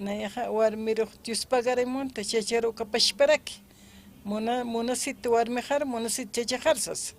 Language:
Aymara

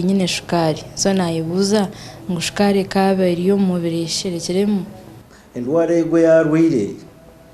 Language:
Nyankole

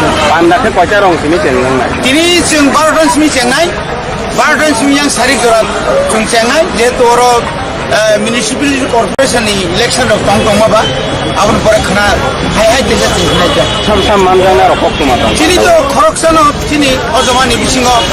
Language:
Kok Borok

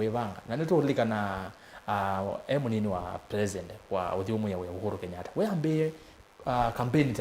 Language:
Kamba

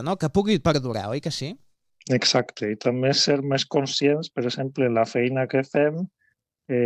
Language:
Catalan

